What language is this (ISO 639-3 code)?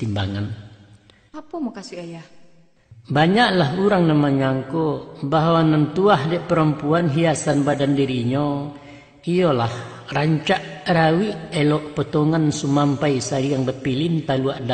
min